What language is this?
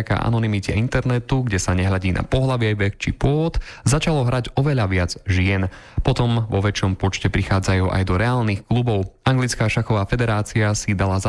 Slovak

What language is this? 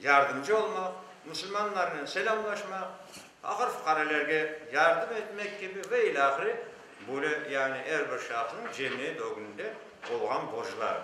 Crimean Tatar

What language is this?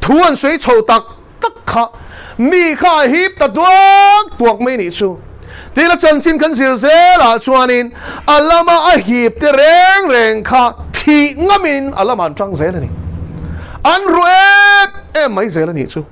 Mizo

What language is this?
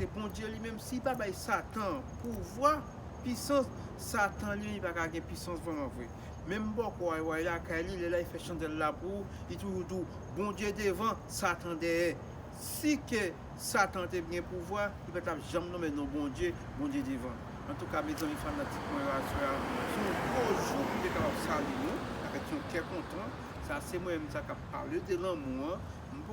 Haitian Creole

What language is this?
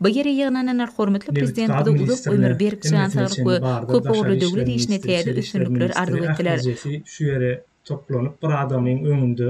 Turkmen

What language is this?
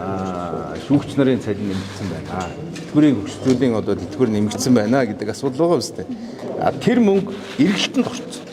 Mongolian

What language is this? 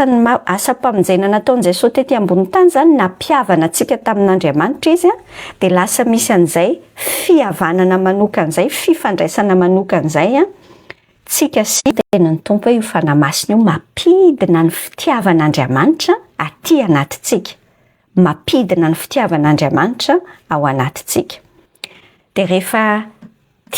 Malagasy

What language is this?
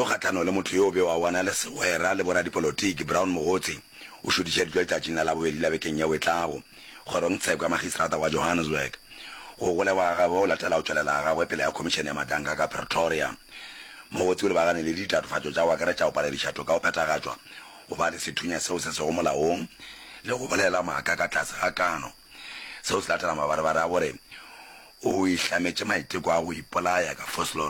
Northern Sotho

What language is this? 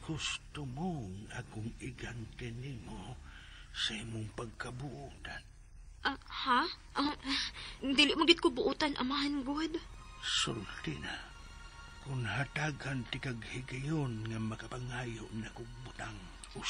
Cebuano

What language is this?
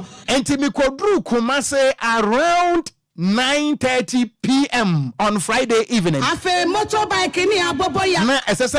Akan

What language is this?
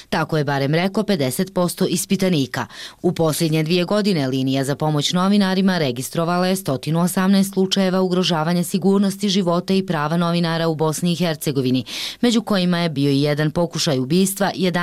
Bosnian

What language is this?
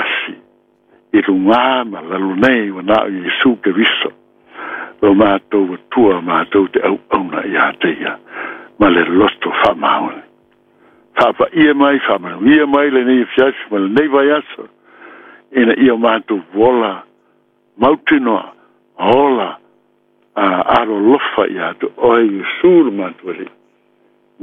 Samoan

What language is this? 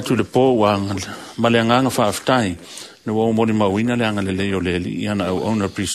Samoan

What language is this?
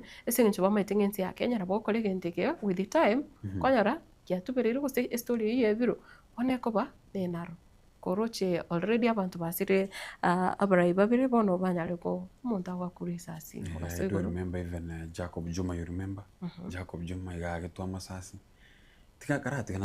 Gusii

